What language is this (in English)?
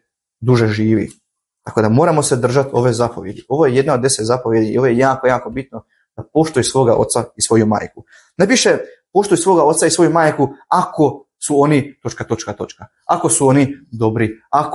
Croatian